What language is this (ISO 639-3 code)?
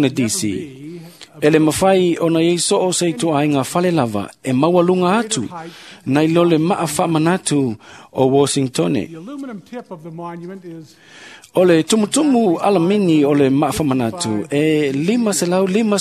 smo